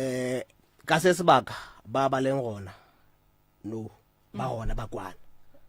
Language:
Northern Sotho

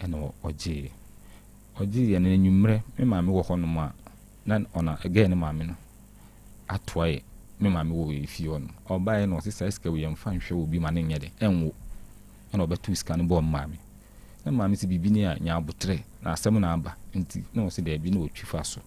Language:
Akan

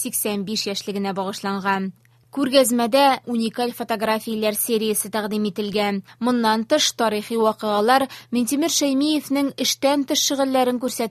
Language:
Tatar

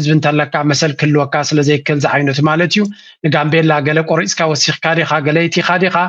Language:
Tigrinya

